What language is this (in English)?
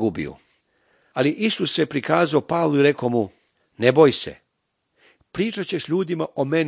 Serbian